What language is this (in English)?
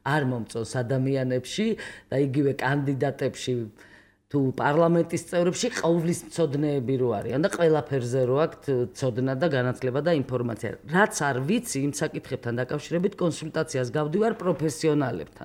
Georgian